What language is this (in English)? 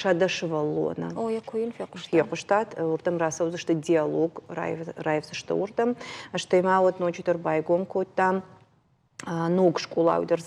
Ossetic